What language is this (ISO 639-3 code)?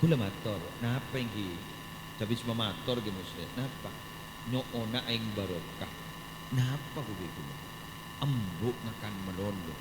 mad